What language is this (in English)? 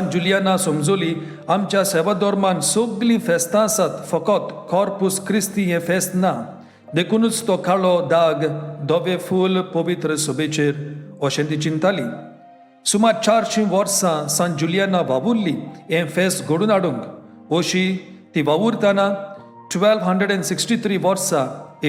Konkani